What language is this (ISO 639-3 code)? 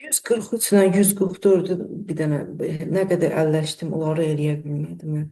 aze